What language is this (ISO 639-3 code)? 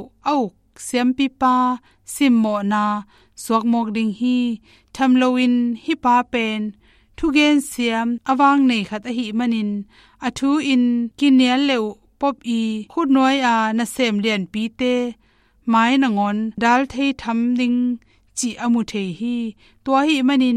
ctd